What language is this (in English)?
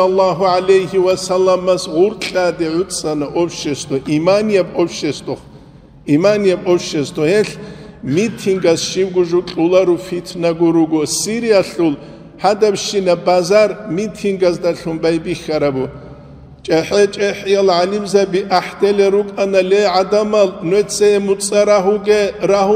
Avaric